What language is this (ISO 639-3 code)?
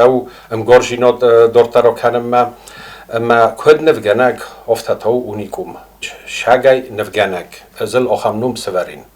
oss